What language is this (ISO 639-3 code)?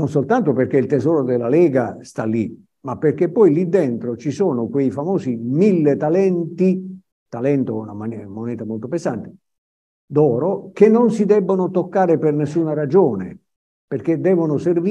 ita